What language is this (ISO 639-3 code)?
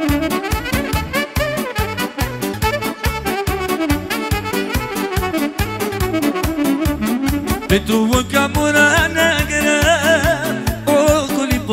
ron